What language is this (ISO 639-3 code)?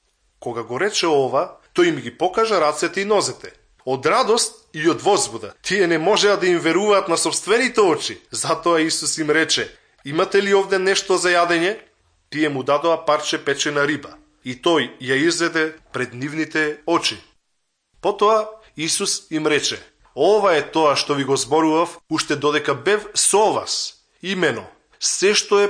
mkd